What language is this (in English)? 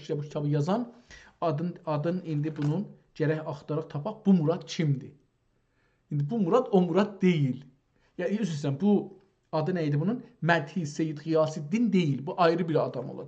South Azerbaijani